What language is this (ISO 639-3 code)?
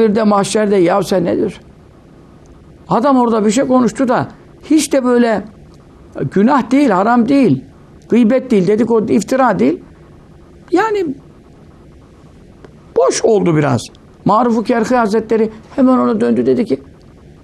tur